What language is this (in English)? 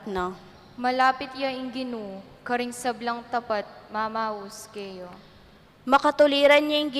Pampanga